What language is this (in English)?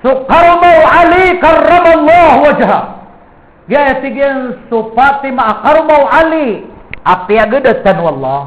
Maranao